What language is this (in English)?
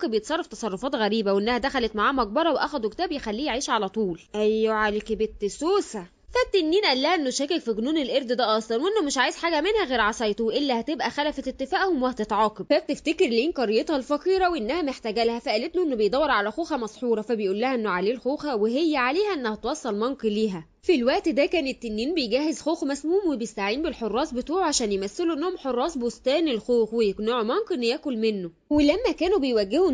Egyptian Arabic